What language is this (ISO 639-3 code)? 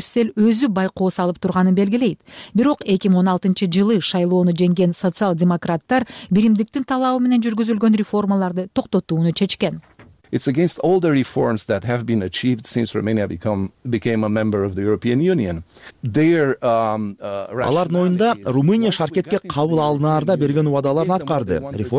kir